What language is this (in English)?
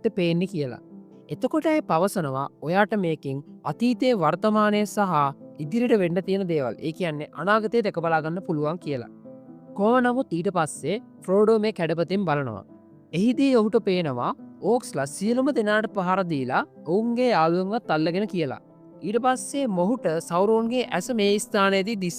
Sinhala